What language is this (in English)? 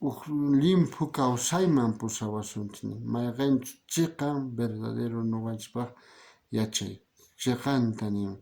South Bolivian Quechua